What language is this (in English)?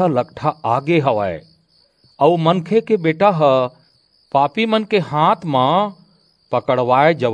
Chhattisgarhi